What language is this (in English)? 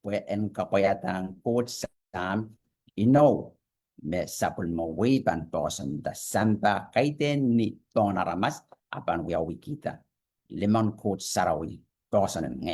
Pohnpeian